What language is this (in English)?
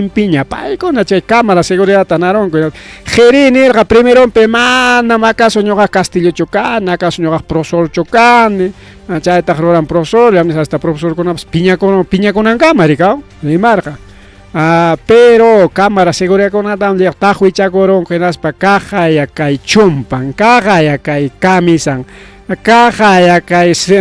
Ayacucho Quechua